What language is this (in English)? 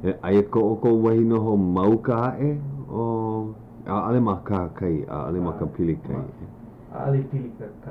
Hawaiian